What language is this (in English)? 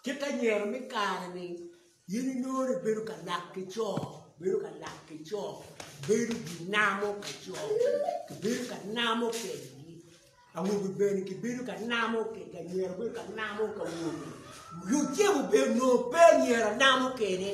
Acoli